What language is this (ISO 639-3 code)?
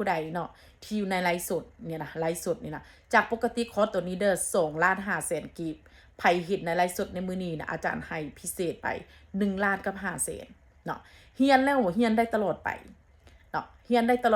tts